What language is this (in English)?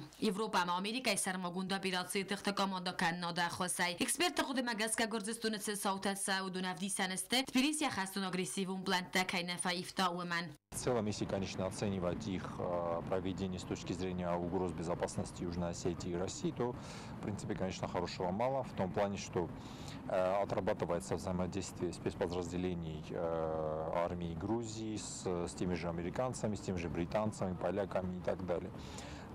Ossetic